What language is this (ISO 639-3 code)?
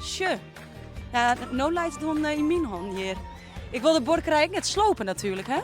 fry